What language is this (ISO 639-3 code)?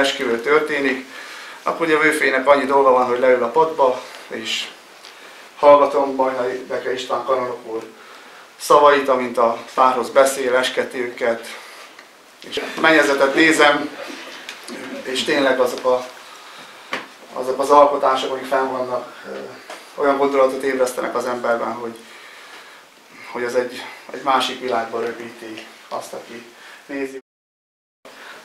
hun